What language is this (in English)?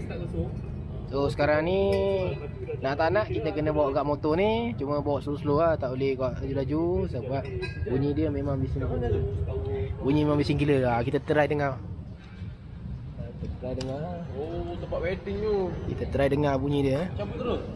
Malay